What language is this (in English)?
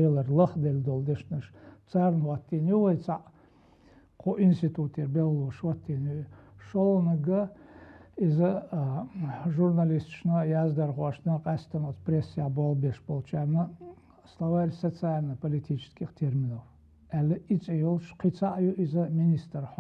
Chechen